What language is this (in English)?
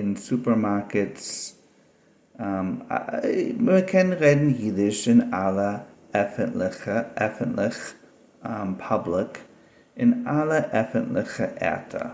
Yiddish